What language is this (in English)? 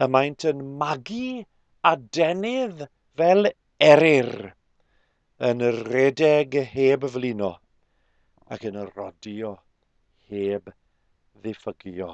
Welsh